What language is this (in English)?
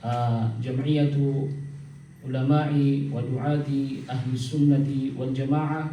Maranao